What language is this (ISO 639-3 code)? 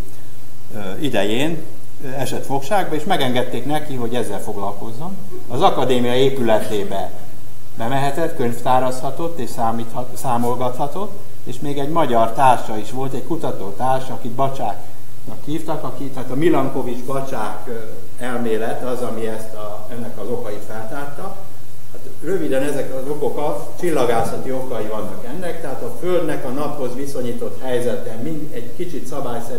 hun